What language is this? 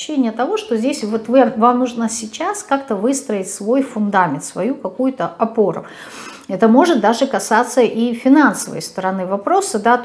Russian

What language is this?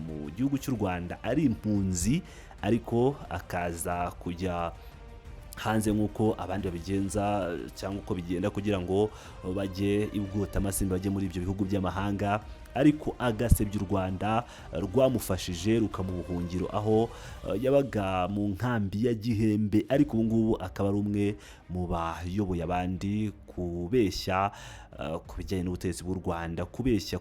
Kinyarwanda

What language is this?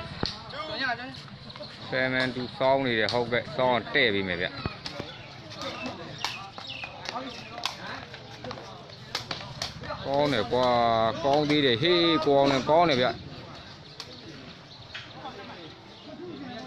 Burmese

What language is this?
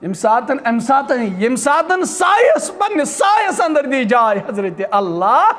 Kashmiri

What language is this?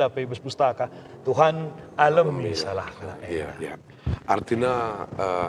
Batak Karo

